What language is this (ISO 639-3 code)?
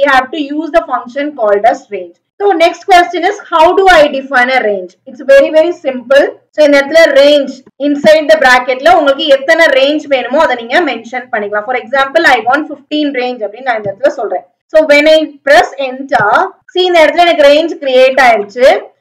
tam